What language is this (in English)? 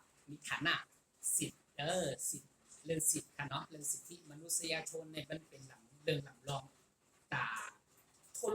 Shan